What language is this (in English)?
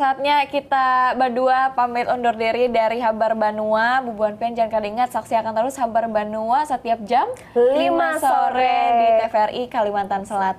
Banjar